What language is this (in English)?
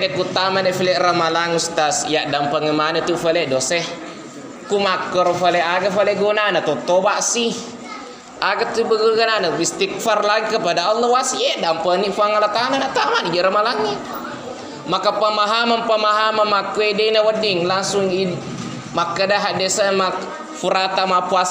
Buginese